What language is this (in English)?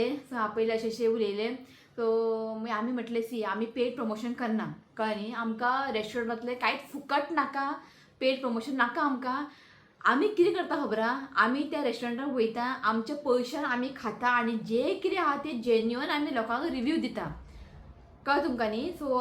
Konkani